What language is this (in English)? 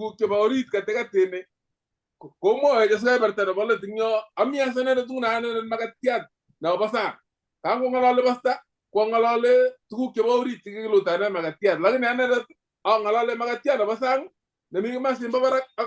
Kalenjin